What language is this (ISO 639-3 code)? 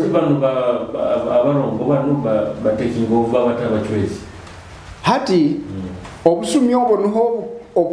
nyo